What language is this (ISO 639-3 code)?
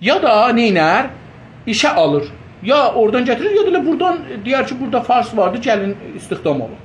azb